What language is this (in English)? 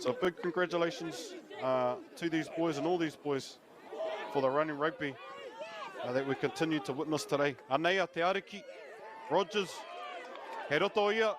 Māori